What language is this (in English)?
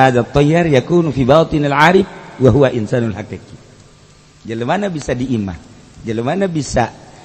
Sundanese